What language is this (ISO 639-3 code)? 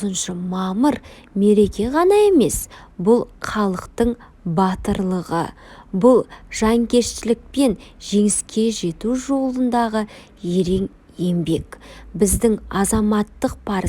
kaz